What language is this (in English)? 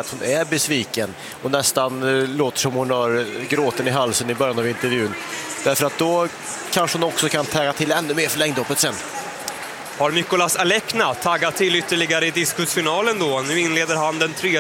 Swedish